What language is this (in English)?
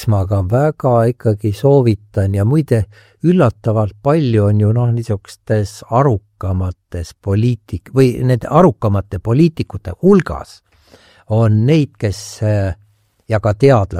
Estonian